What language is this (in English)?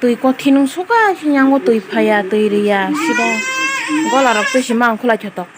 Kok Borok